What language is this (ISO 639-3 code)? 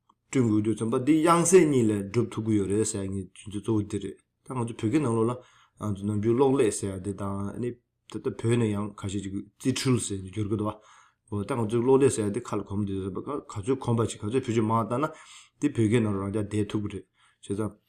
bod